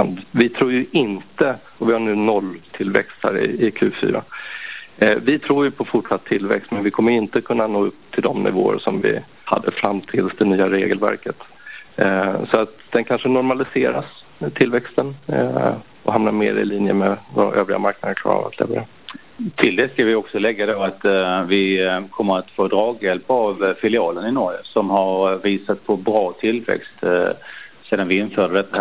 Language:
Swedish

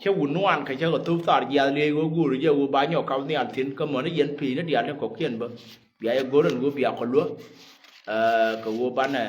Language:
Nuer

